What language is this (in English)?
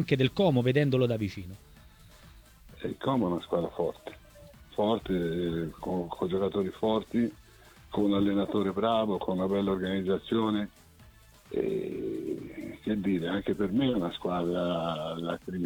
Italian